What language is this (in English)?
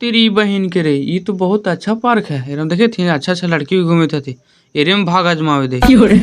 Magahi